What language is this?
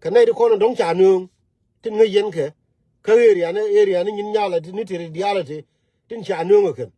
Nuer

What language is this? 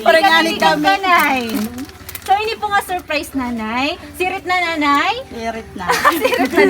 Waray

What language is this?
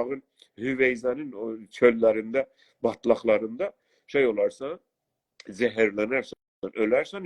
South Azerbaijani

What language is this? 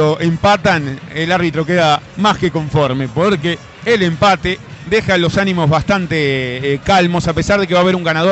Spanish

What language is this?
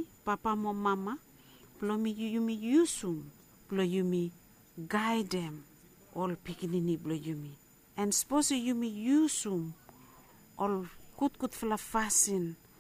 Bislama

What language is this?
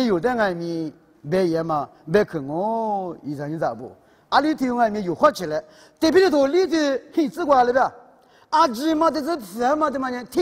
Lisu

